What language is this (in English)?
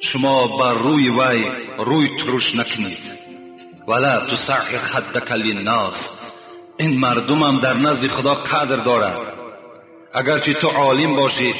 Tajik